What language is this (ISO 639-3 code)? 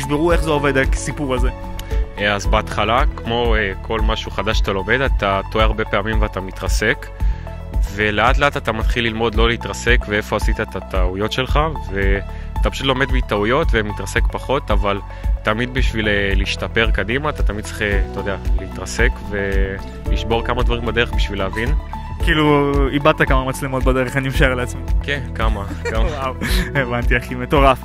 heb